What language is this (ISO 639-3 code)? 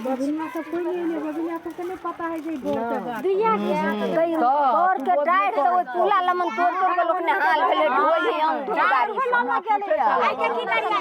mai